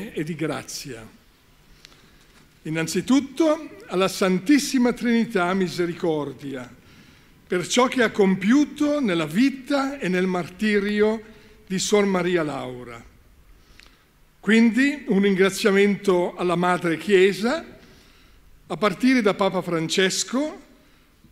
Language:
Italian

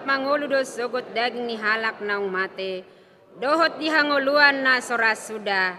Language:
Batak Toba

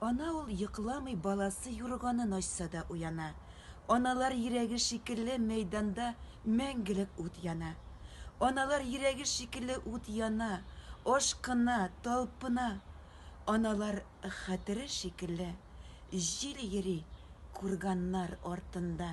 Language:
Tatar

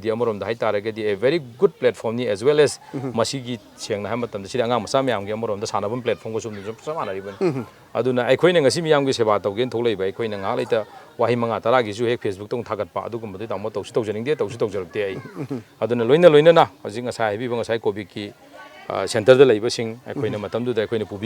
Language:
Manipuri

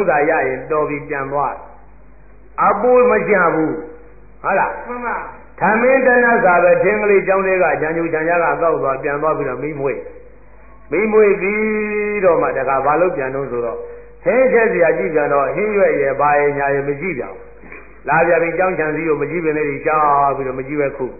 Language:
Burmese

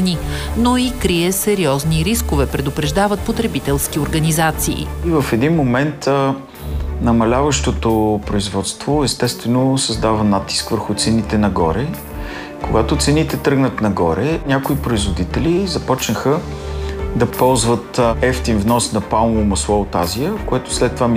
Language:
Bulgarian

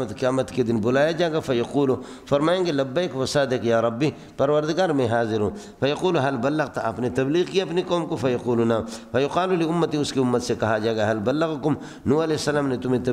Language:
Urdu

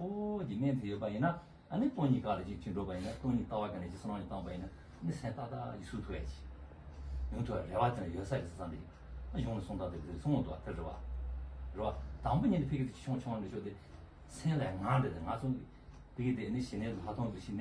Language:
Tibetan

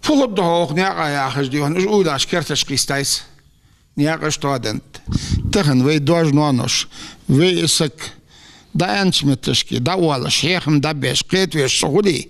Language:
Ingush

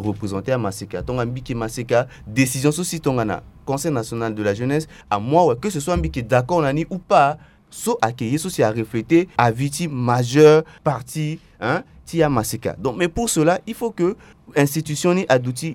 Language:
Sango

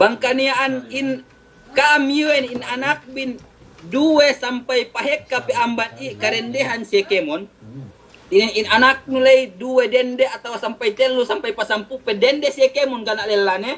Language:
Yakan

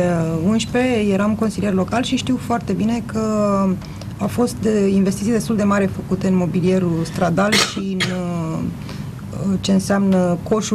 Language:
Romanian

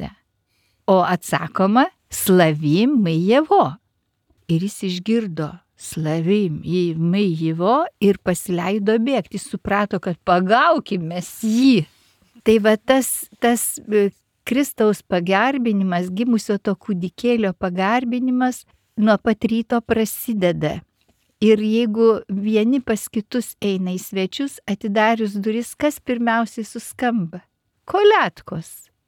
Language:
Lithuanian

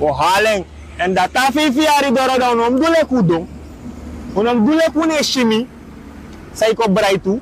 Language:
Sranan Tongo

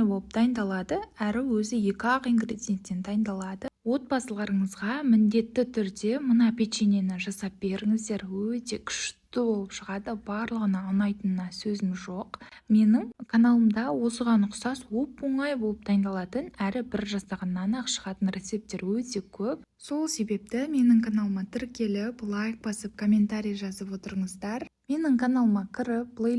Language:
Kazakh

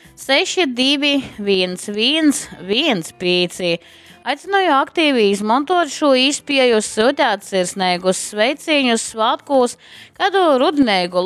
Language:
Latgalian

